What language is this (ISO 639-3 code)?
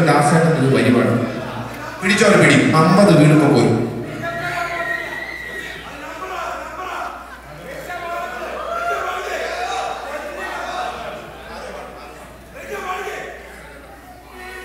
mal